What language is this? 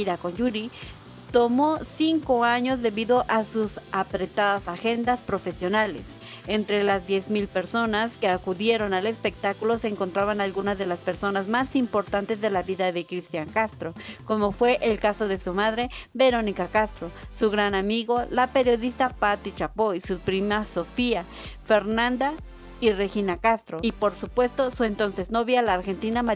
Spanish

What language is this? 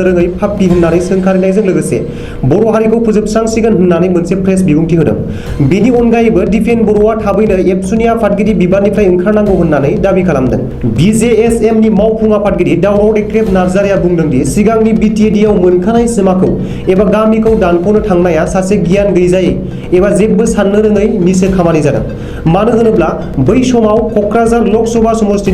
Bodo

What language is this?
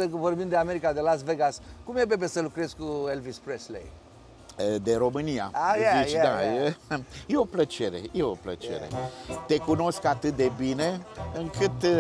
Romanian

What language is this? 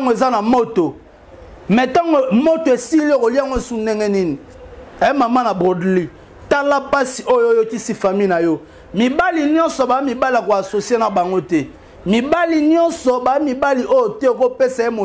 Lingala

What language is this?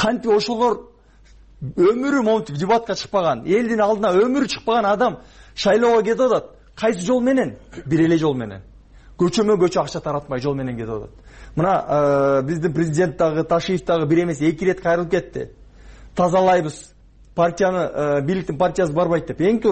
Kyrgyz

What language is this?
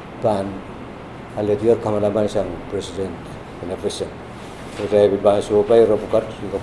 Pohnpeian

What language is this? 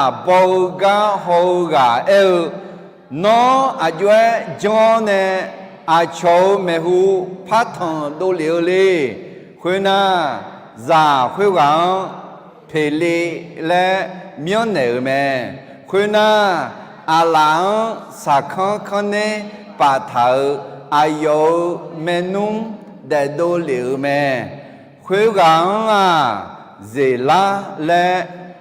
Akha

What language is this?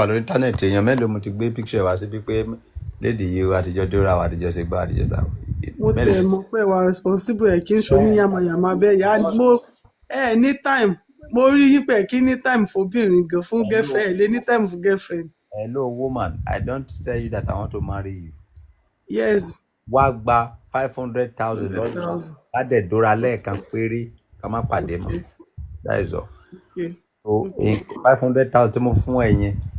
Yoruba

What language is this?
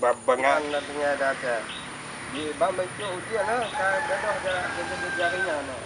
Achinese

